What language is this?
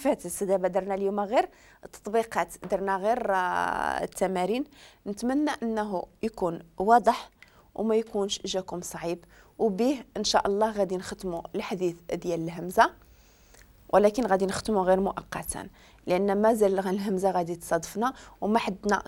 Moroccan Arabic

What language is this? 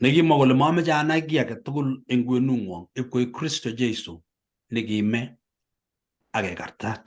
Kalenjin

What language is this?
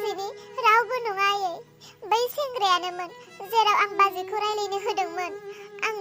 Bodo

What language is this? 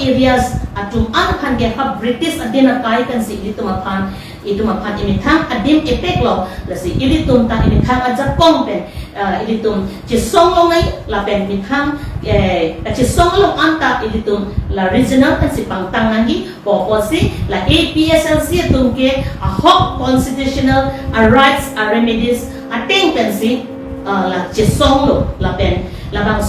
Karbi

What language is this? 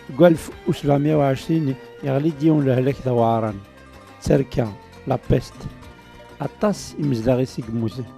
Kabyle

